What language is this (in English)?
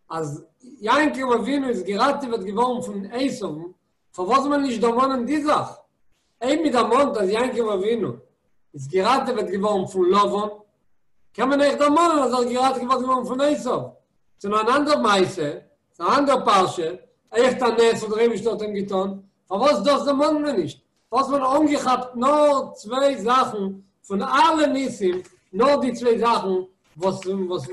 Yiddish